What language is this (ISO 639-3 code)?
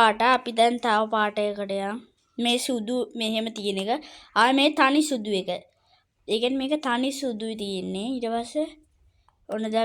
sin